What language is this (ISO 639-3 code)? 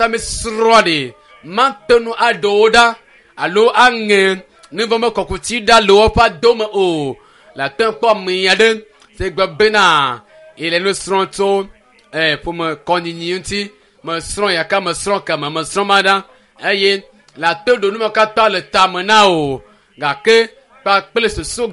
ewe